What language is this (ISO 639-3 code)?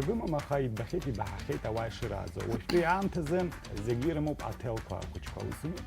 abk